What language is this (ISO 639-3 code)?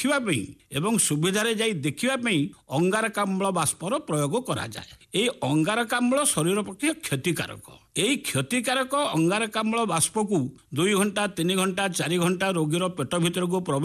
ori